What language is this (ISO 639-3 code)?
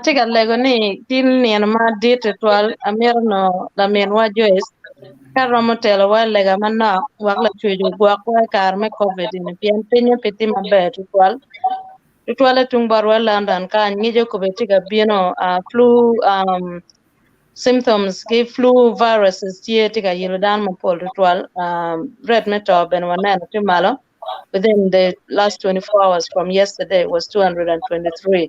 ach